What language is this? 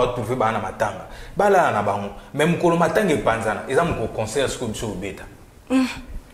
Lingala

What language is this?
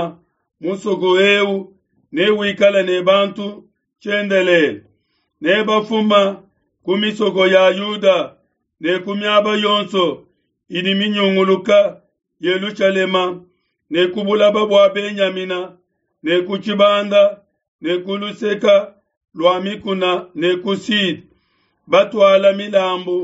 Luba-Lulua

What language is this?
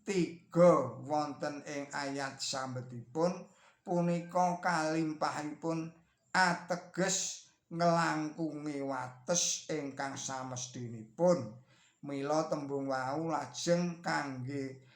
Javanese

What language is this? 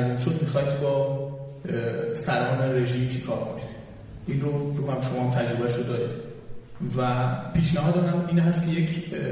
Persian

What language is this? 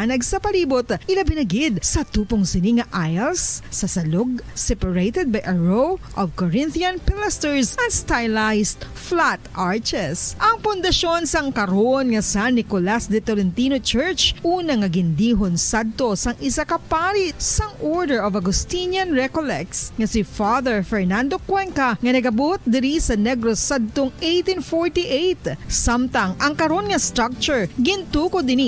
Hiligaynon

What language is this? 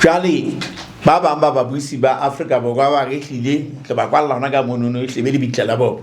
Southern Sotho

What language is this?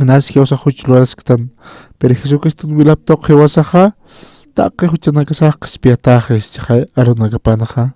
Aymara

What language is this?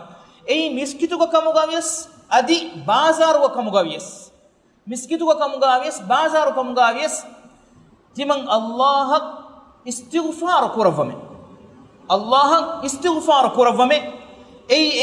Divehi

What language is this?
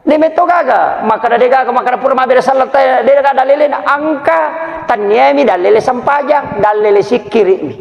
Buginese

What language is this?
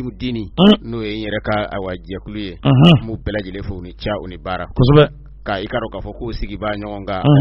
Bambara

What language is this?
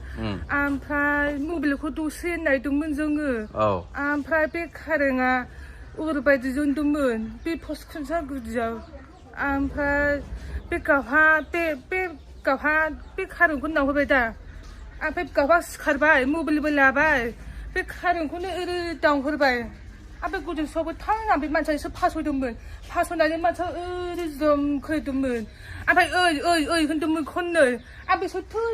Bodo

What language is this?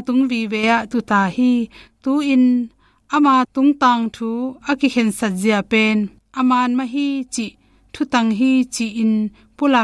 Tedim Chin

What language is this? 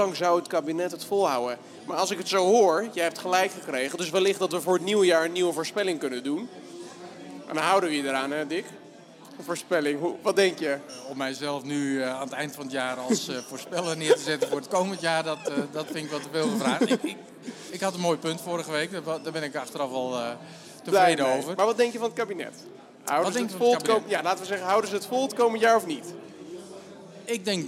Dutch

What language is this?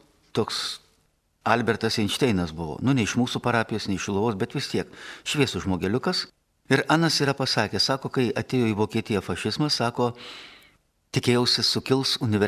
Lithuanian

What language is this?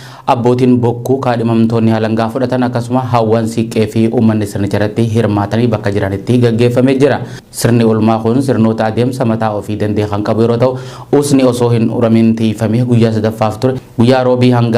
Oromo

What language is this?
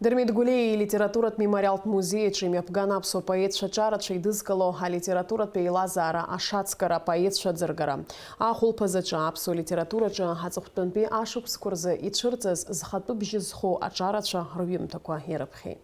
Abkhazian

